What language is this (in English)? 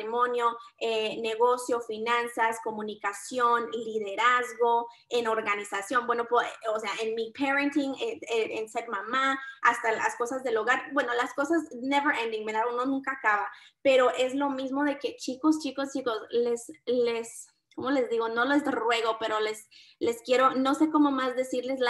Spanish